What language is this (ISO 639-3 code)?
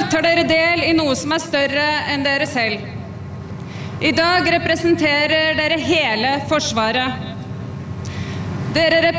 nor